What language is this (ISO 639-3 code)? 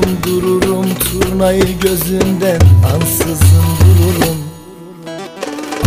tur